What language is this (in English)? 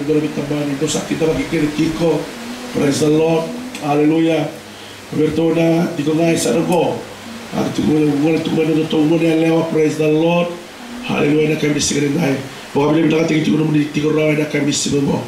Fijian